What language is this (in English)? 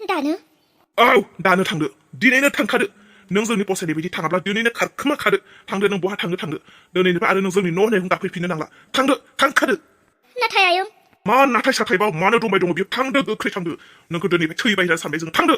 Bodo